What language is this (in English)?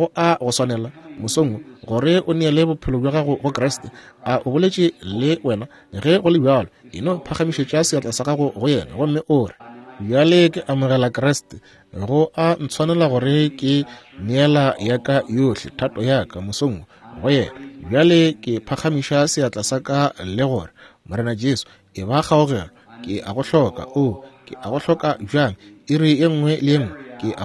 Northern Sotho